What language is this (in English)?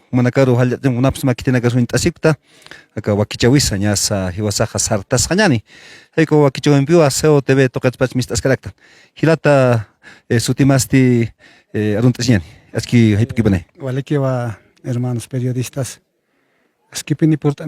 Aymara